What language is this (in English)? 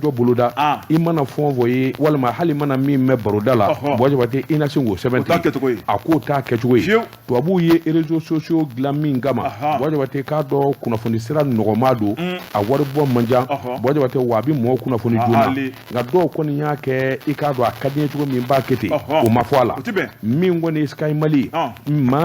Bambara